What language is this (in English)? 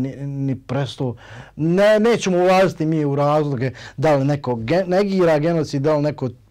Bosnian